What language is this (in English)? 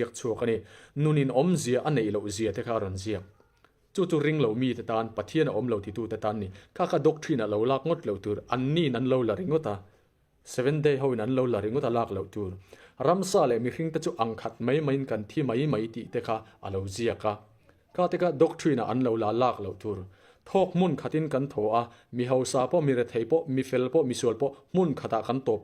Mizo